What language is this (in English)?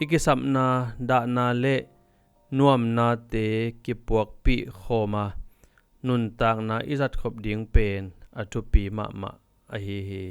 Tedim Chin